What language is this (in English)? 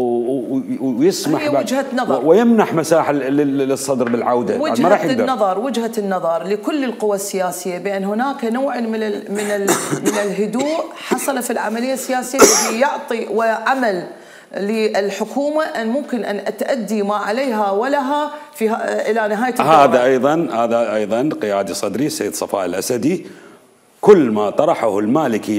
Mesopotamian Arabic